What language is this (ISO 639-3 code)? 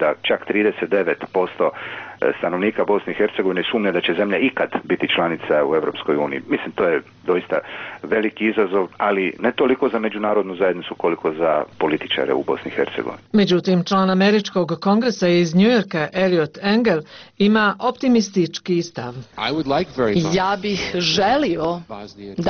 hrv